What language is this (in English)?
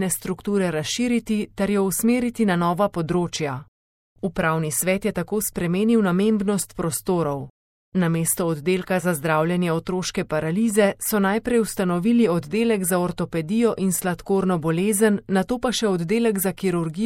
Slovenian